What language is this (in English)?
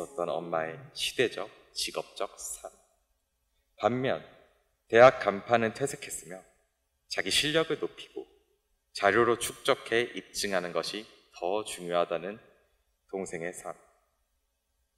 Korean